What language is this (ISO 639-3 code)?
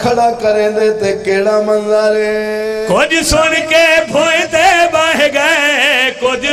skr